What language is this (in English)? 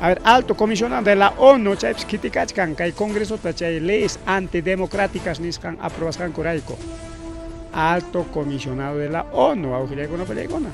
Ayacucho Quechua